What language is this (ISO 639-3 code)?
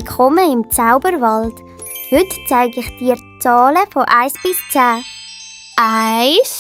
gsw